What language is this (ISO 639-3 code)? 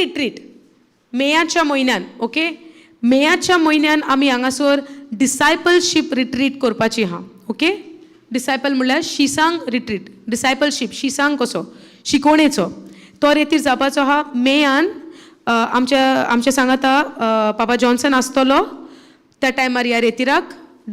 kok